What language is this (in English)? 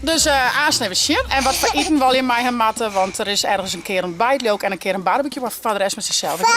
Western Frisian